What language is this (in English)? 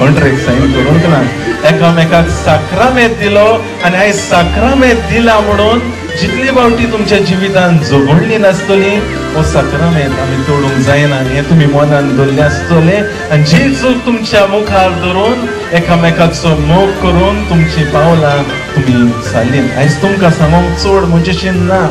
Konkani